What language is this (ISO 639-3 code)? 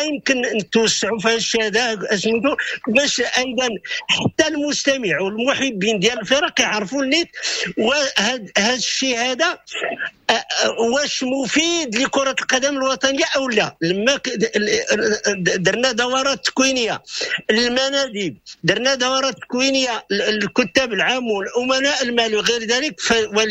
ary